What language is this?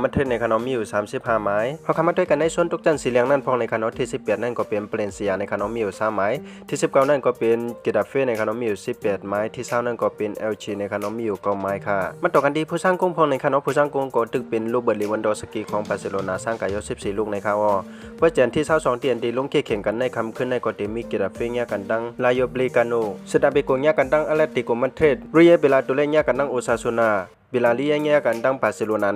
Shan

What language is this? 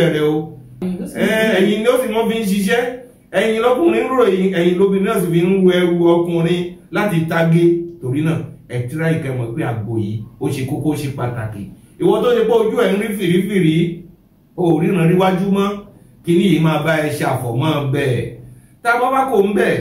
Yoruba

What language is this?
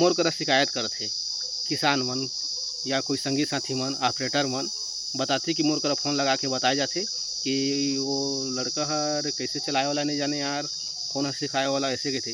Chhattisgarhi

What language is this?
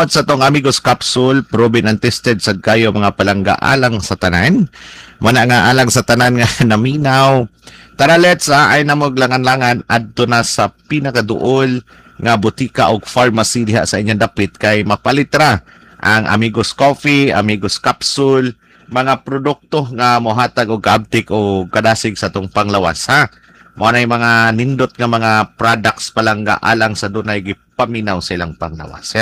Cebuano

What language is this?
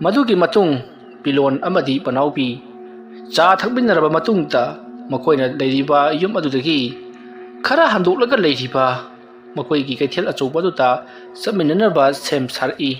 Manipuri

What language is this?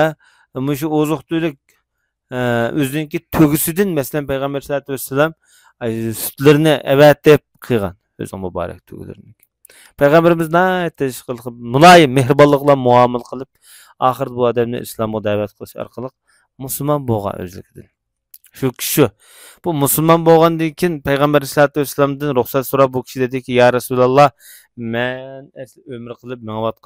Uyghur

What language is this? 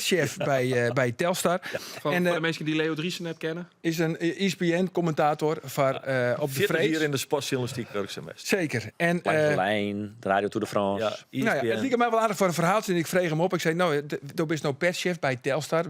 Western Frisian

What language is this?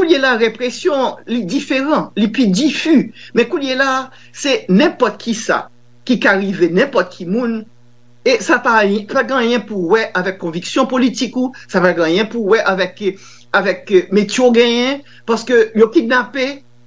Haitian Creole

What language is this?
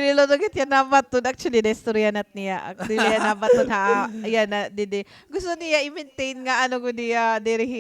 Waray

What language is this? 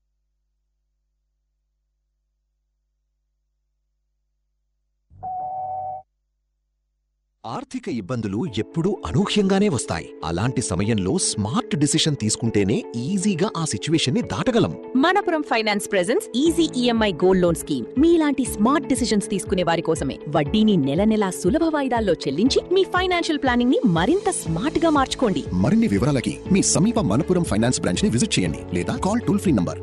Telugu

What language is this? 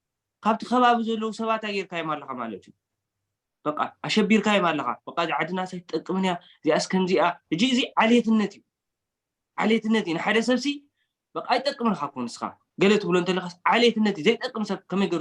Tigrinya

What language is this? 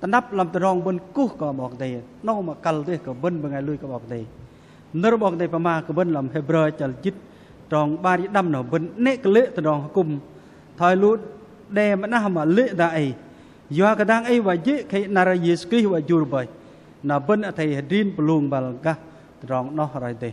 Bahnar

